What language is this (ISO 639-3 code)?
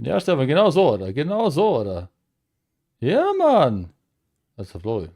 bar